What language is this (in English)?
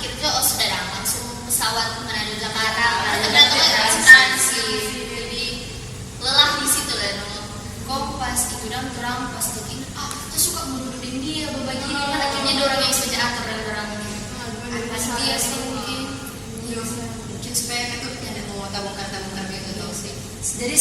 Manado Malay